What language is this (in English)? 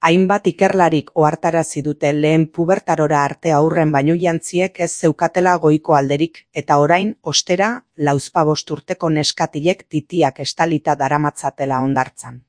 Basque